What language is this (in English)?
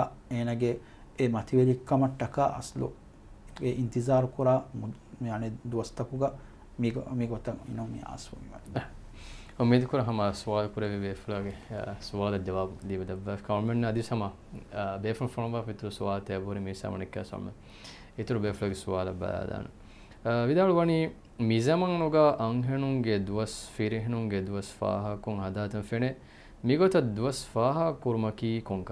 Divehi